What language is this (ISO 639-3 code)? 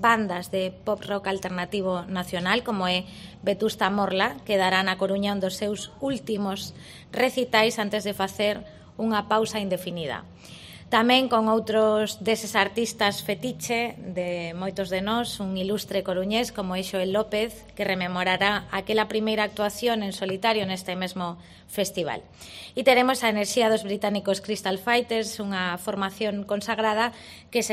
glg